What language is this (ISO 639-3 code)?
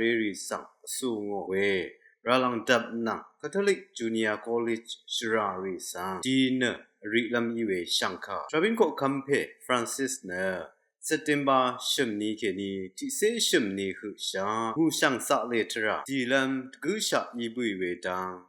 raw